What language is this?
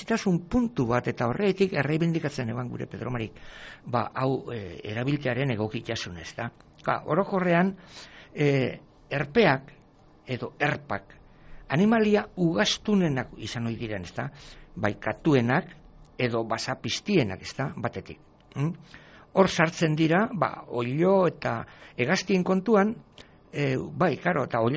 Basque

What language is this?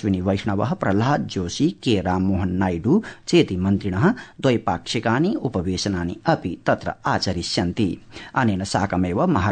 Sanskrit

